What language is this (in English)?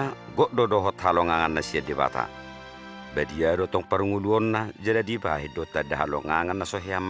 Batak Toba